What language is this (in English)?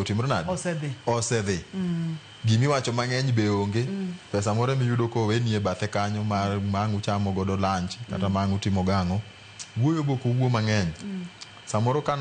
Luo (Kenya and Tanzania)